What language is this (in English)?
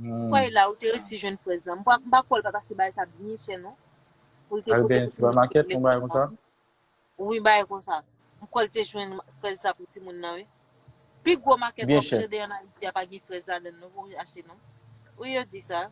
Haitian Creole